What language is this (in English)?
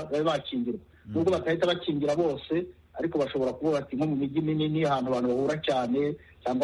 Kinyarwanda